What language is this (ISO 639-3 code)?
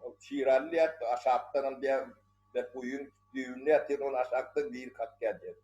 tuk